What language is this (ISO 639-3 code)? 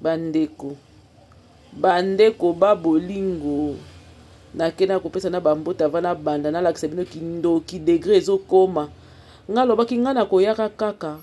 lin